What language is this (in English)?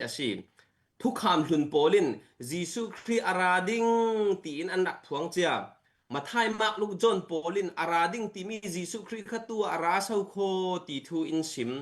Falam Chin